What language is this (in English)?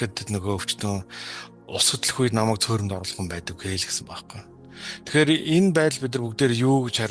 Mongolian